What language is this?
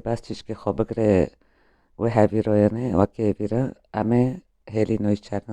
Kurdish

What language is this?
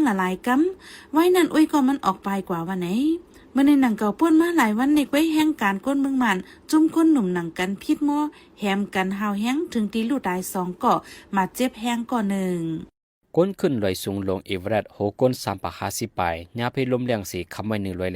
Shan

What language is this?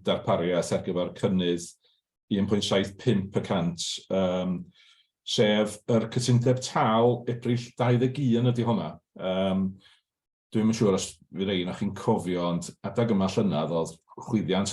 Welsh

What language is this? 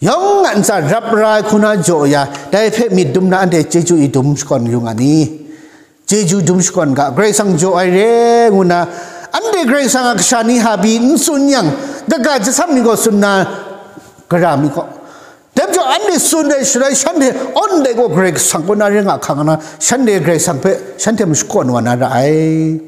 Kachin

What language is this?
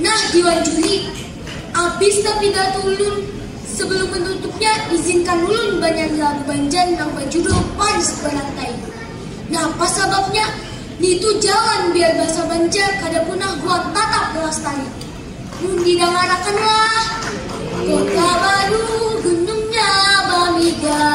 Banjar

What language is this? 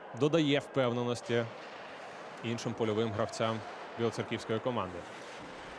Ukrainian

